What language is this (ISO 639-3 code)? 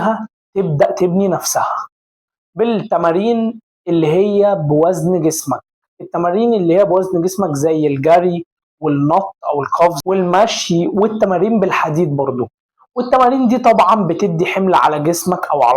arz